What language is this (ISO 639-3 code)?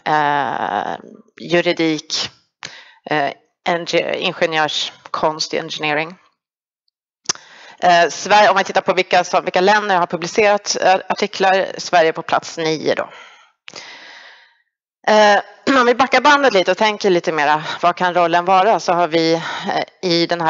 swe